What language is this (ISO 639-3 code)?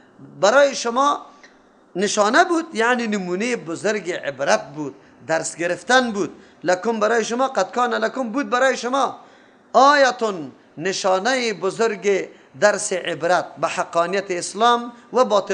fas